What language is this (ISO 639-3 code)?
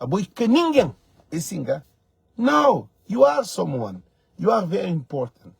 kea